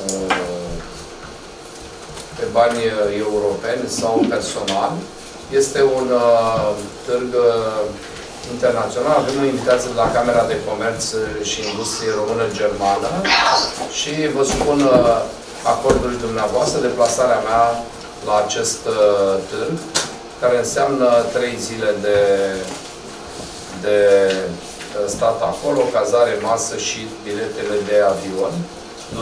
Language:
Romanian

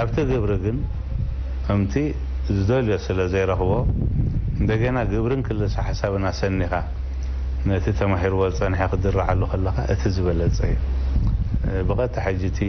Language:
Tigrinya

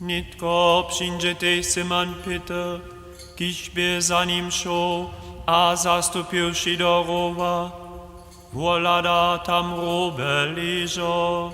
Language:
Upper Sorbian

